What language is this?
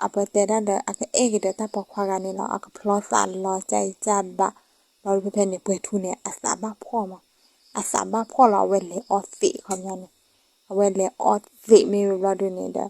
S'gaw Karen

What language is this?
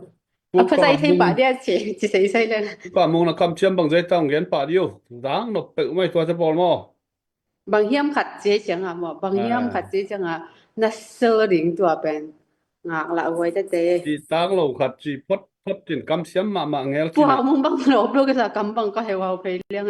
Tedim Chin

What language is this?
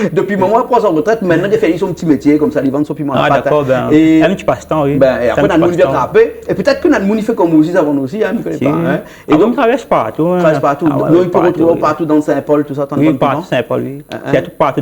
Réunion Creole French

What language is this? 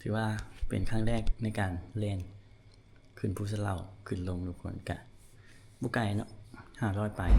Lao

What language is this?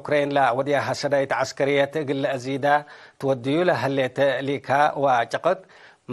Tigre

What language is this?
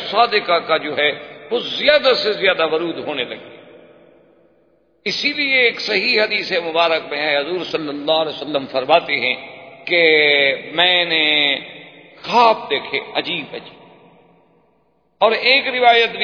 Urdu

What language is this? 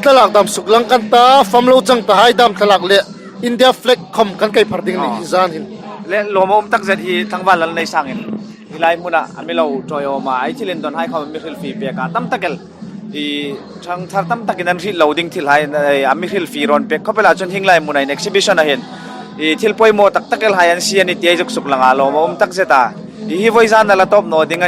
Hmar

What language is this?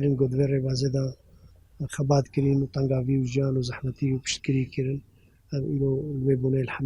Kurdish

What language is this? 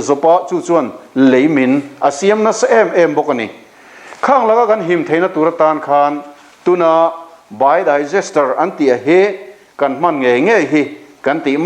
Mizo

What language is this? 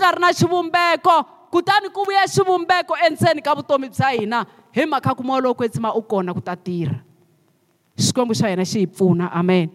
Tsonga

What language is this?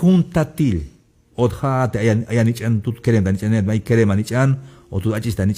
Tzeltal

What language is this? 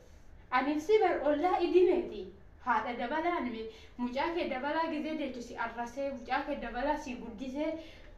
Oromo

